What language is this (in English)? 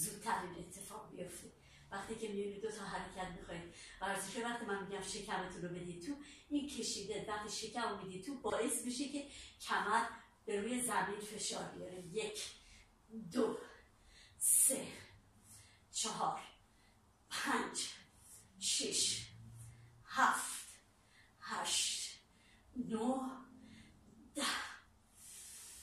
Persian